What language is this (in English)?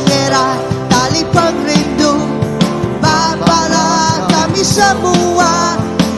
Iban